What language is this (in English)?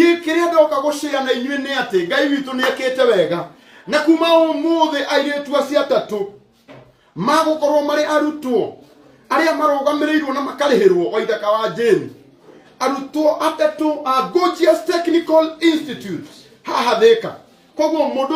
Kikuyu